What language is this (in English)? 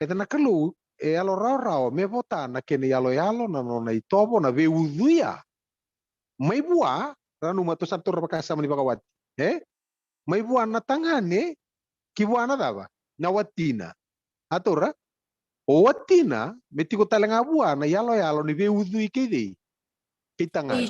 Fijian